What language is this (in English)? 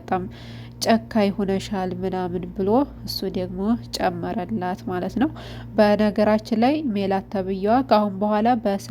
Amharic